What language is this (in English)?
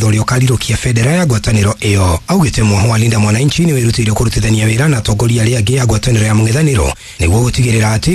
Kikuyu